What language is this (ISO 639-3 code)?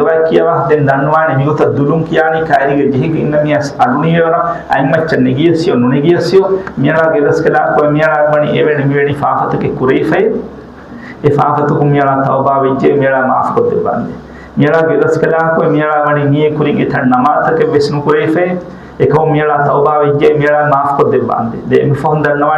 div